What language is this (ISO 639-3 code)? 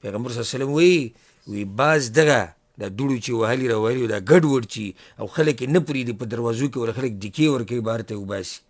pus